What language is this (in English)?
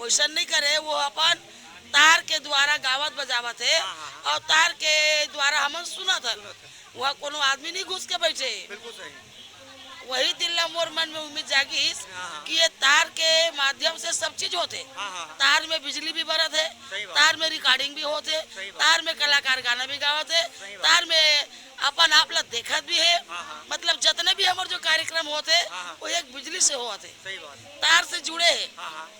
Chhattisgarhi